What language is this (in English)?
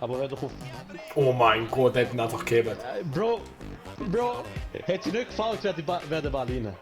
Swiss German